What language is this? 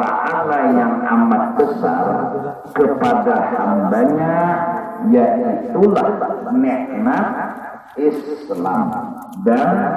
Banjar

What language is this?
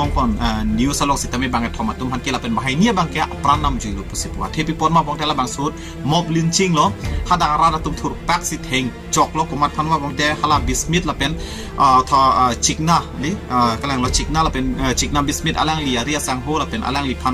Karbi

